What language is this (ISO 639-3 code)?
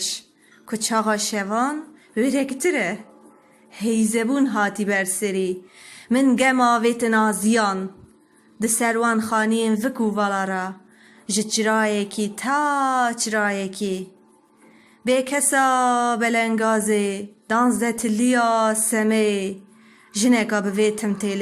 kur